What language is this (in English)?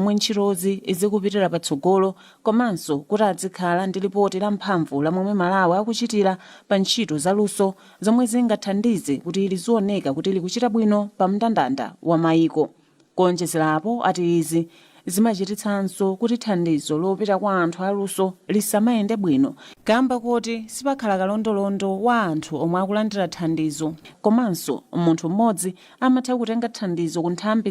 Nyanja